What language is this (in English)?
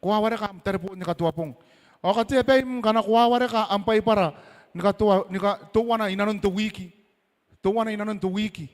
Gilbertese